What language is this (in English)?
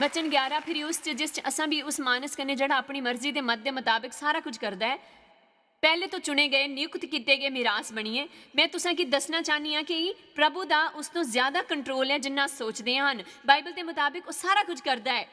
Dogri